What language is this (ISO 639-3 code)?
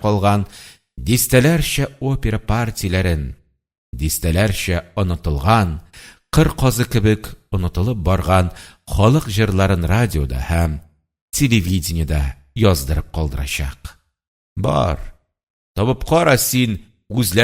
tat